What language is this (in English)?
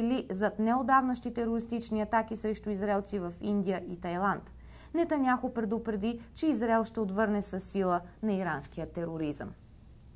Bulgarian